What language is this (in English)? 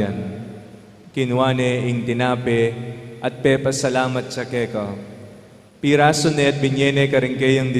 Pampanga